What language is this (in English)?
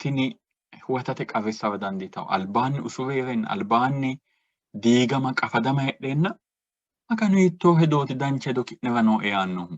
Sidamo